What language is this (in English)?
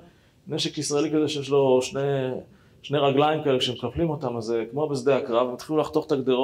Hebrew